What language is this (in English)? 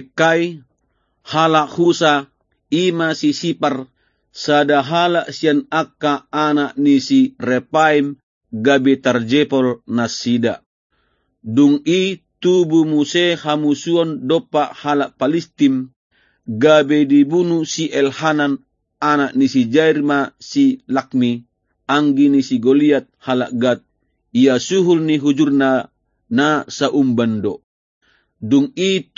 Batak Toba